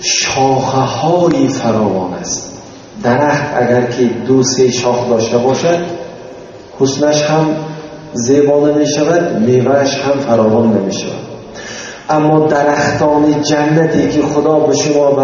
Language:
Tajik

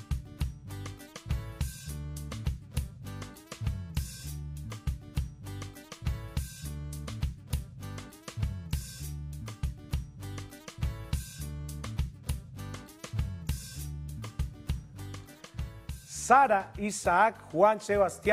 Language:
Spanish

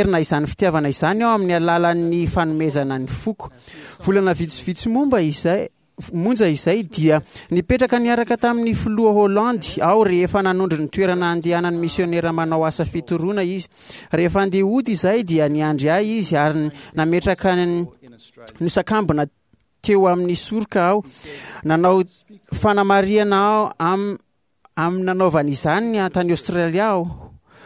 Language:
Malagasy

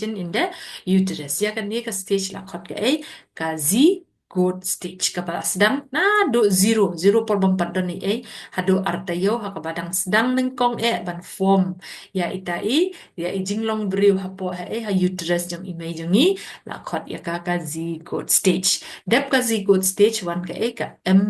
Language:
Khasi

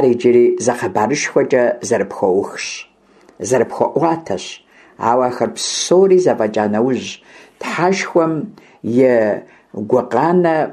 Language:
Kabardian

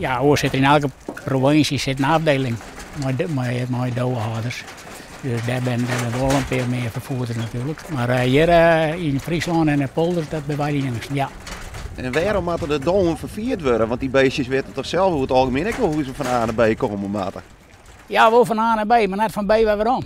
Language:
Western Frisian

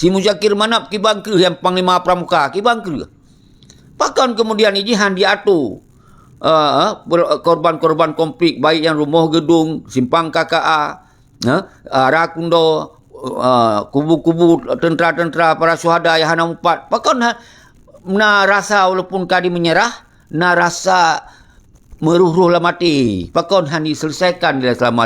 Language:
Achinese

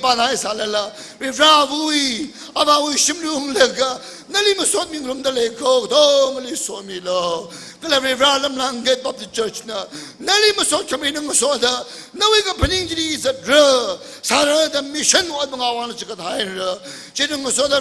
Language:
Tangkhul Naga (India)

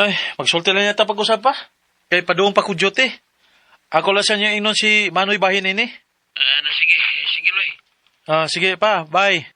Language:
Cebuano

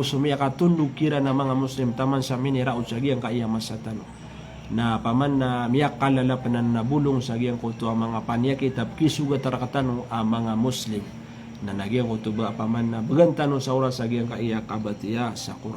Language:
Maranao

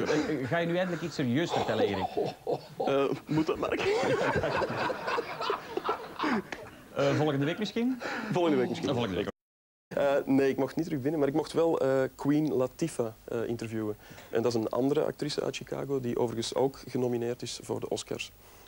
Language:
Dutch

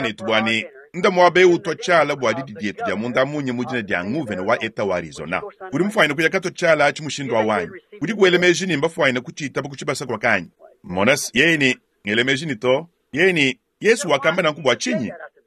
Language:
Luba-Lulua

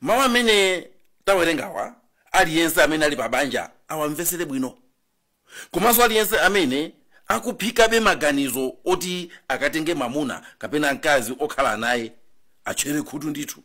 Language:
Nyanja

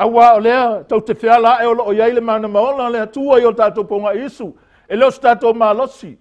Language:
Samoan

